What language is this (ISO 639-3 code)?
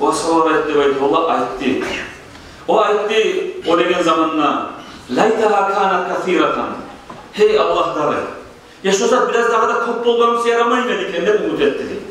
kum